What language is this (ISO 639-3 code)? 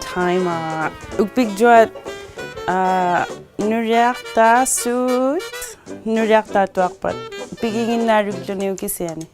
iku